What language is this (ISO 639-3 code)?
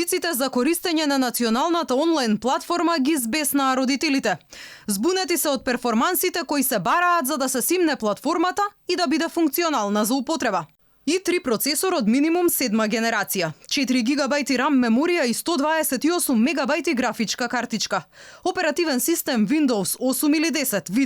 mkd